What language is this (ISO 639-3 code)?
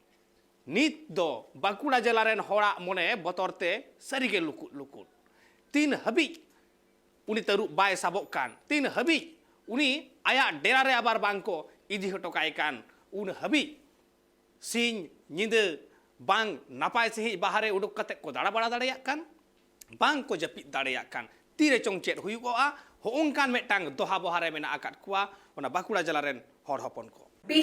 sat